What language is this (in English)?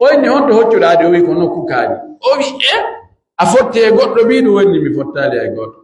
Pular